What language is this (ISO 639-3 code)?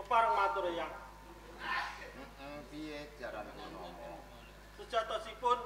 jav